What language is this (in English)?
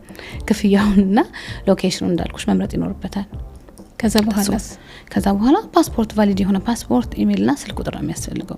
Amharic